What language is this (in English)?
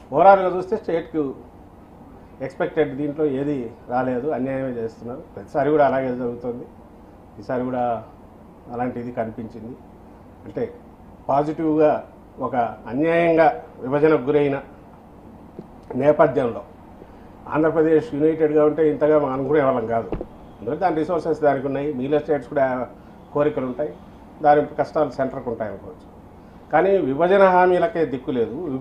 Telugu